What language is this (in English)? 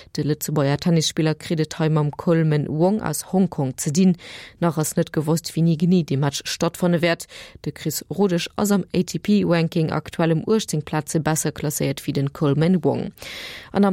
Luxembourgish